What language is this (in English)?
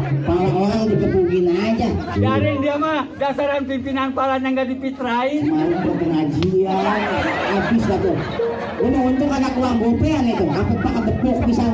Betawi